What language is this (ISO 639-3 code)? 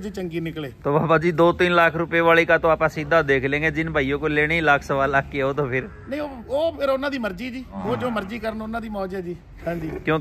pan